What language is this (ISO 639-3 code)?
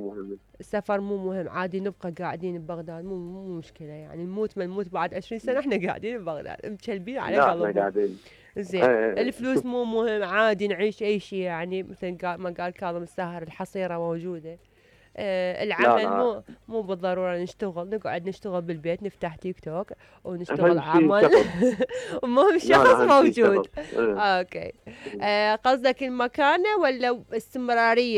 acm